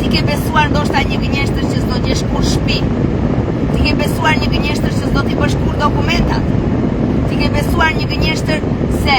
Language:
Albanian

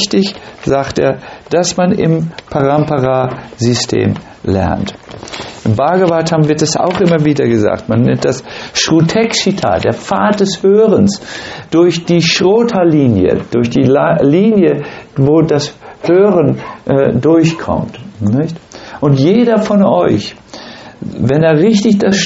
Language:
German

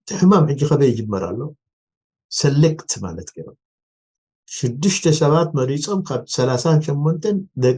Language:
Tigrinya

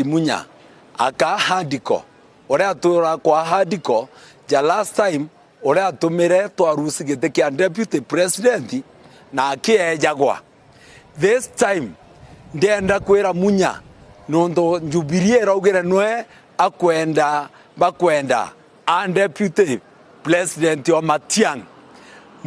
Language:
Meru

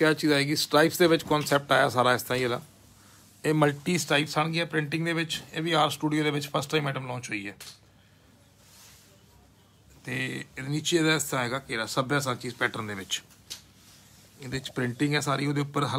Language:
Punjabi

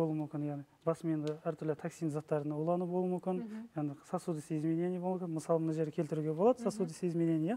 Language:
Kazakh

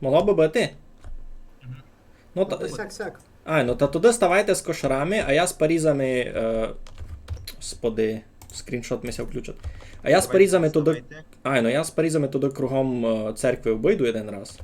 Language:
Rusyn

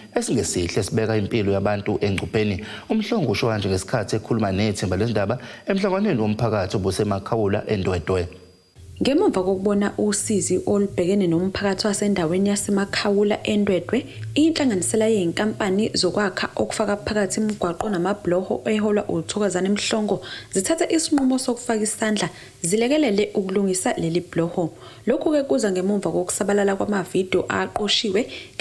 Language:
Zulu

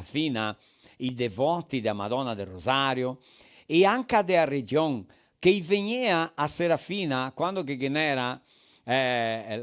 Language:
Venetian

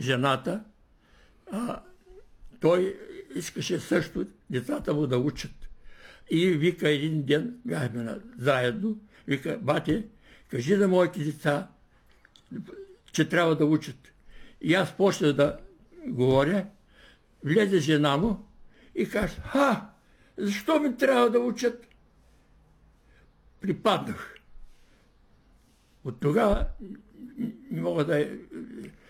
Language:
Bulgarian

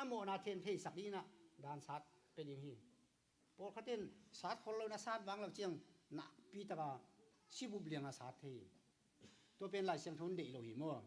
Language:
Tedim Chin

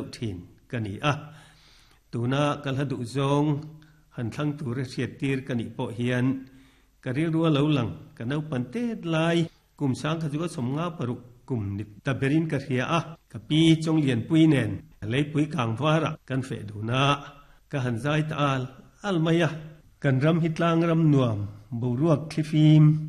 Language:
Mizo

